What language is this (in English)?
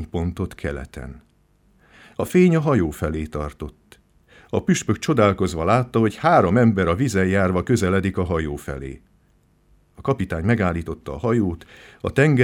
Hungarian